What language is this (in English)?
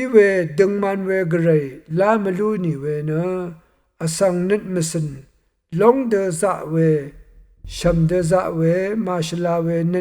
Rawang